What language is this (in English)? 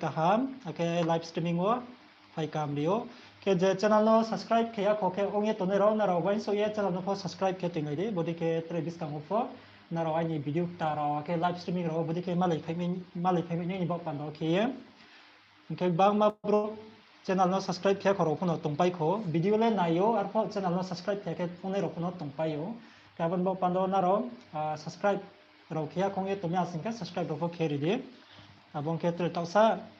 Riang (India)